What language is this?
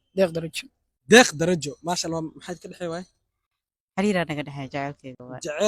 Somali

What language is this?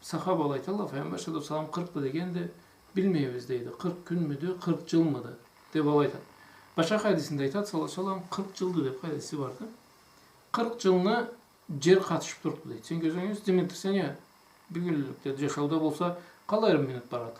Karachay-Balkar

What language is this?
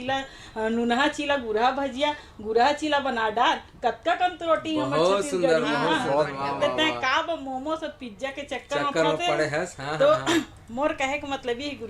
Chhattisgarhi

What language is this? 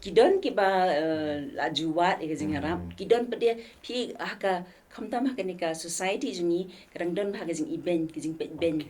Khasi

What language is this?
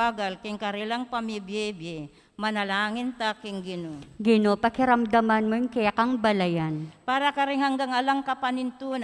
Pampanga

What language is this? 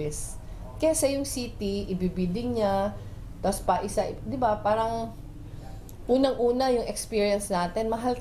Bikol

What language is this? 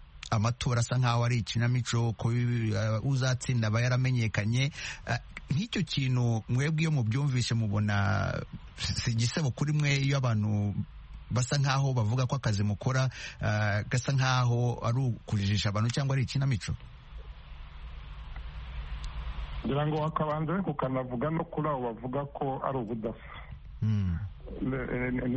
Kinyarwanda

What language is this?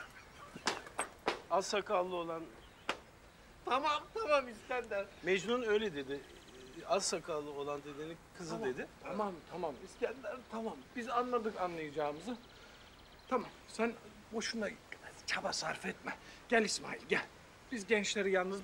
Turkish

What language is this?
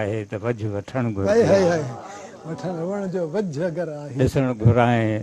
Sindhi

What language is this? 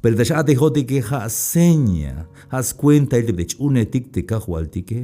Tzeltal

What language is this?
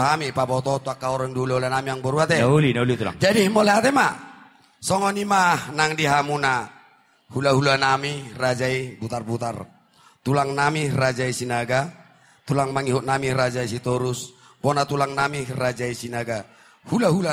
Batak Toba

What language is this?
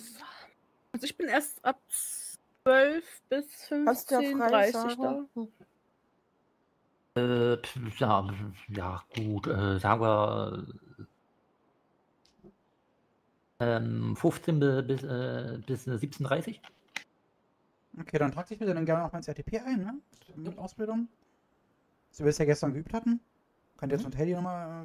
German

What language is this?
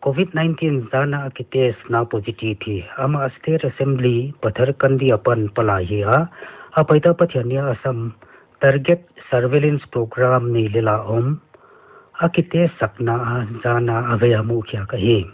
Paite Chin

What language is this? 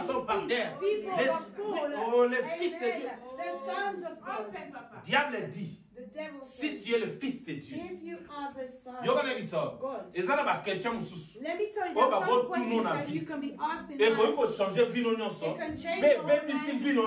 French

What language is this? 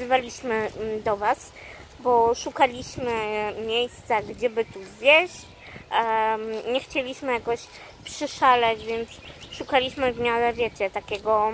Polish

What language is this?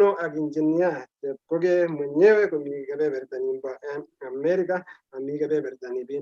Kalenjin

